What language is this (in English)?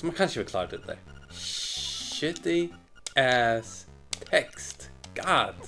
Faroese